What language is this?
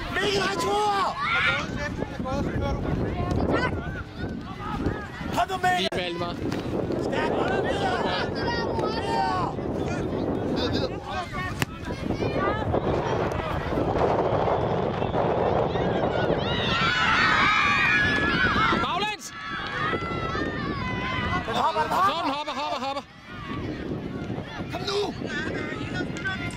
Danish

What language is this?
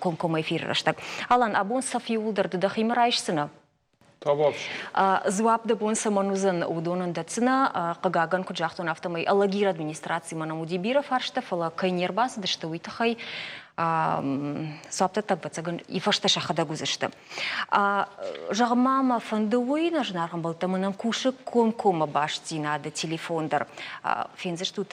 Ossetic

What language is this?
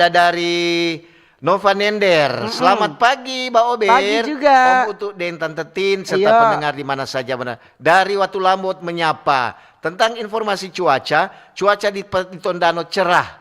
Manado Malay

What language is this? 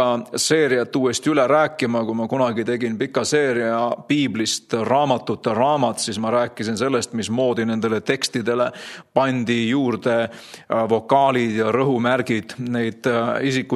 Estonian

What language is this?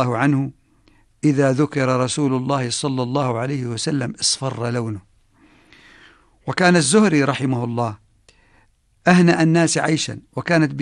Arabic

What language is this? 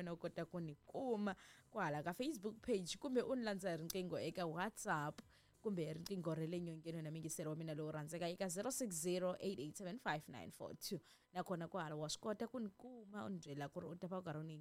Tsonga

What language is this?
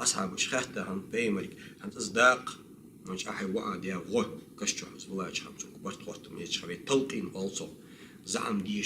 Ingush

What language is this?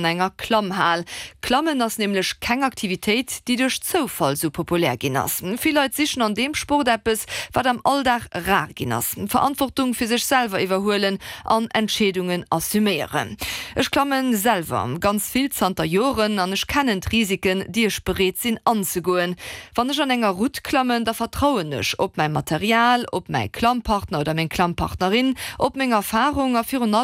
Luxembourgish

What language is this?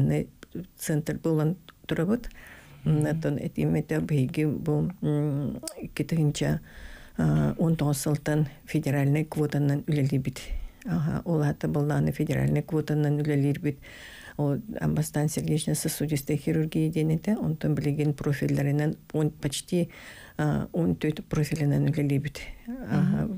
Yakut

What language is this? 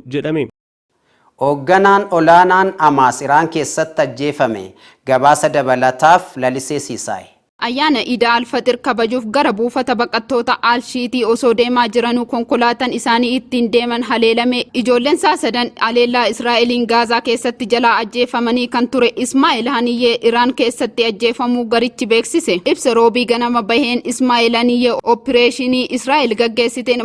Oromo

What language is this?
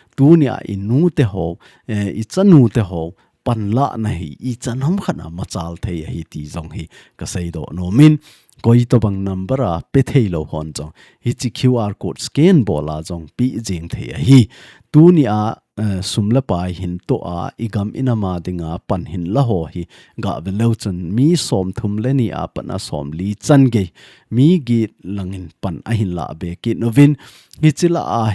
Thado Chin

